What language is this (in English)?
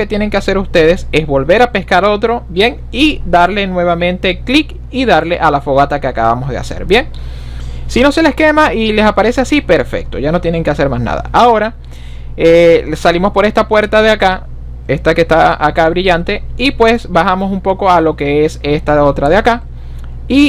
Spanish